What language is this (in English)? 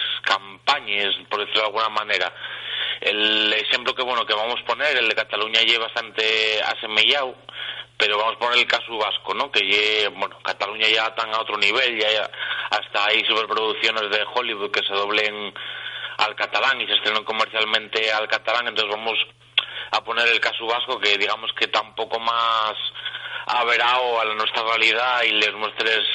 Asturian